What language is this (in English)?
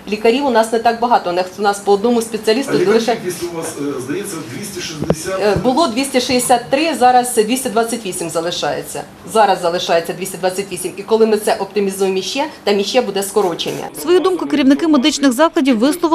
Ukrainian